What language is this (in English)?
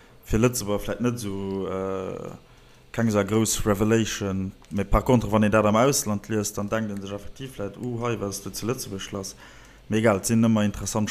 Luxembourgish